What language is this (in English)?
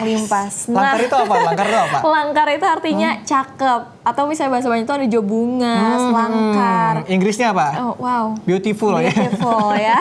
Banjar